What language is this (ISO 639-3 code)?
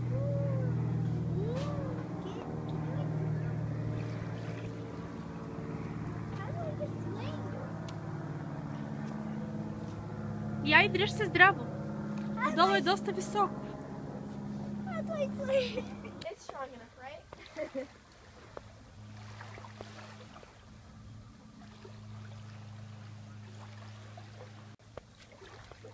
bul